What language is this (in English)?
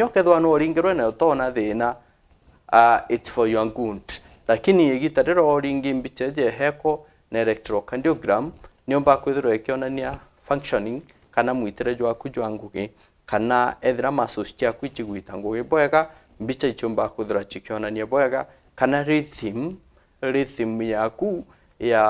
Meru